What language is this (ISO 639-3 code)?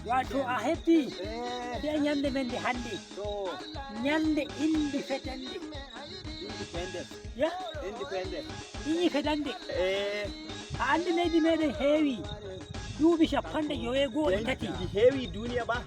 fuv